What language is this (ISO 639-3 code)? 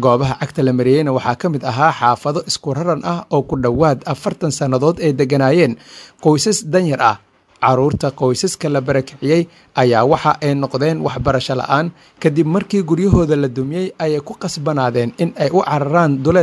som